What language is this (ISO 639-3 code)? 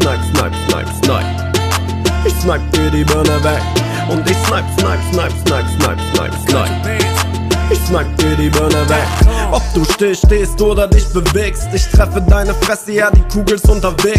deu